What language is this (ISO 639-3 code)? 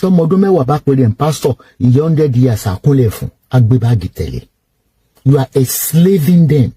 yor